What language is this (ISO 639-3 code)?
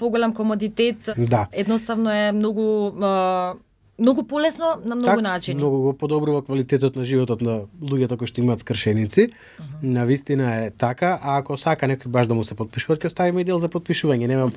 mkd